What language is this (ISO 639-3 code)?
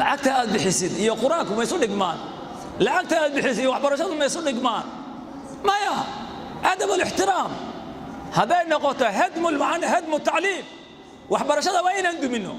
som